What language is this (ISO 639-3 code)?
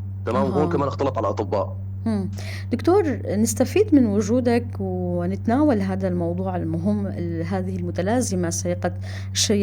apc